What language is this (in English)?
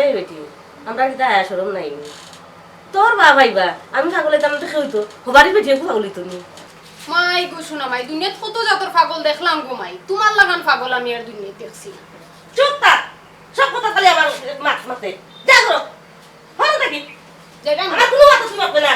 Sylheti